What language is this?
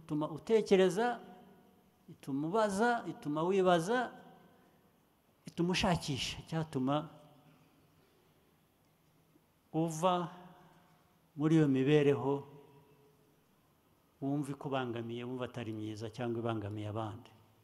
Kinyarwanda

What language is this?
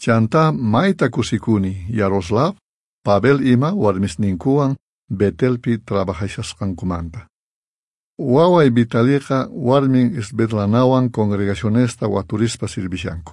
South Bolivian Quechua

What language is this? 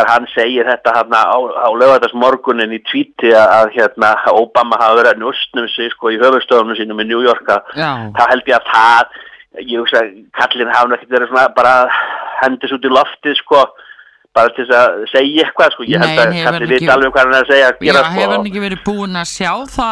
Icelandic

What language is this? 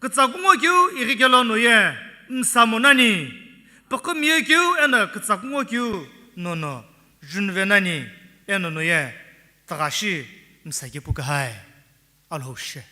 Sumi Naga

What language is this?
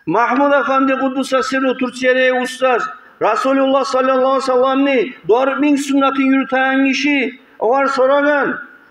Kumyk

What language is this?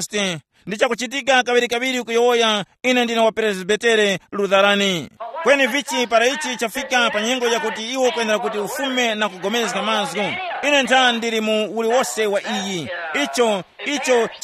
Tumbuka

